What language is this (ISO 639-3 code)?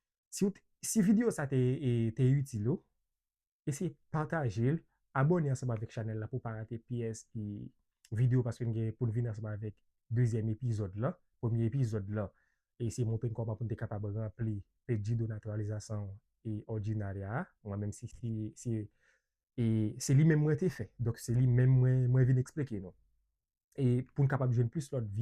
hat